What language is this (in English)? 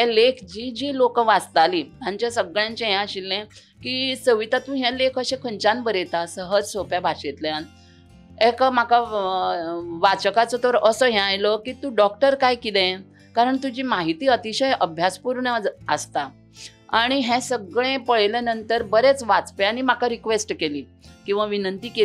Konkani